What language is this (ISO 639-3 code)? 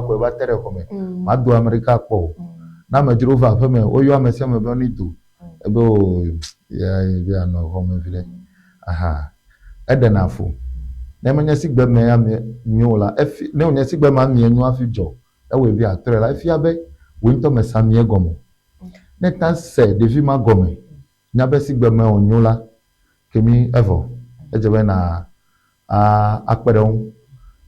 ewe